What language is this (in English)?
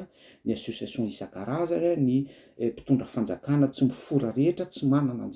Malagasy